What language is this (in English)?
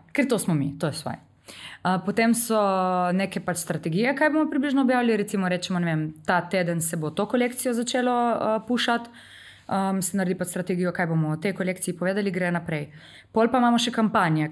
Slovenian